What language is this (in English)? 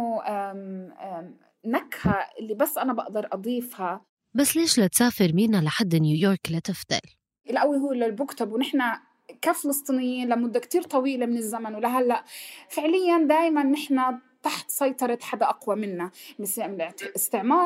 North Levantine Arabic